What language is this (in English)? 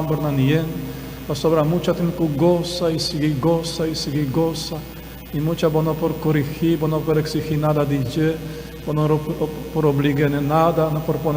Papiamento